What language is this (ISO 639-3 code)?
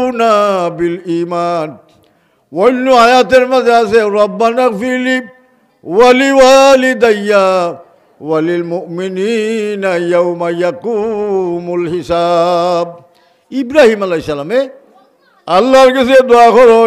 syl